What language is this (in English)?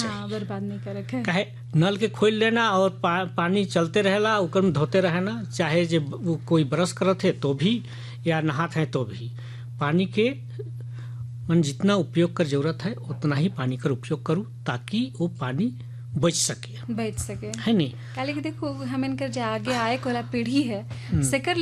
Sadri